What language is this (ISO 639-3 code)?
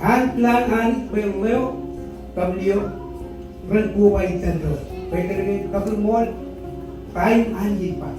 mah